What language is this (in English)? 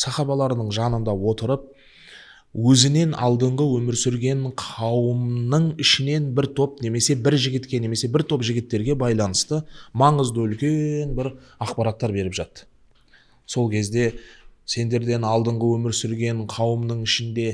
Kazakh